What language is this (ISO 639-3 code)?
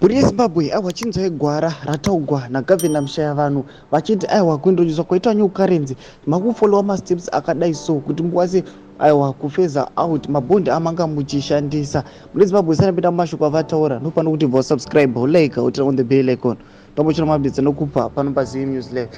sna